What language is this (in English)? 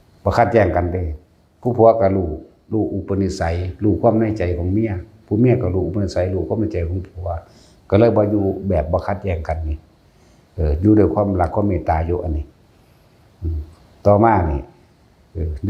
Northeastern Thai